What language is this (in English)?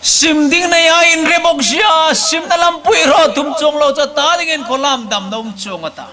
Hmar